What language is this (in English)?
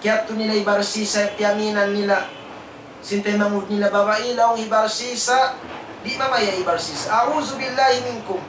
Tausug